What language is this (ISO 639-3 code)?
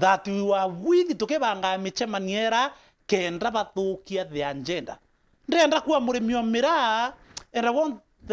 mer